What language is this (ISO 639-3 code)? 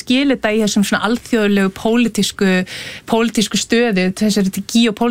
isl